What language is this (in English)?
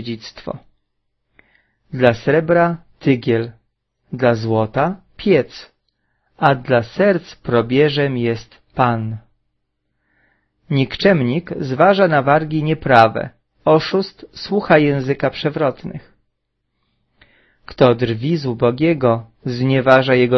Polish